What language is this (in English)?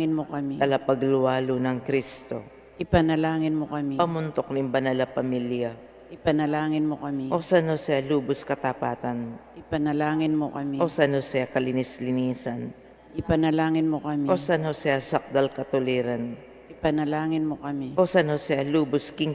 Pampanga